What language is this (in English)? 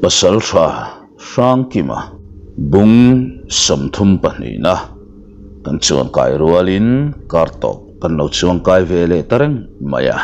Mizo